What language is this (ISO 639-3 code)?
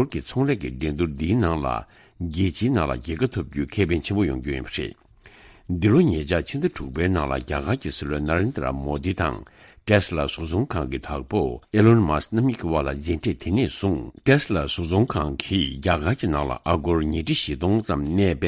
bod